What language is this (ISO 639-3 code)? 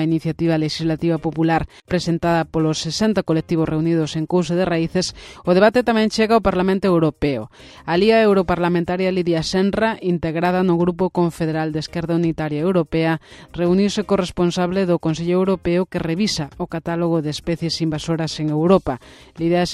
glg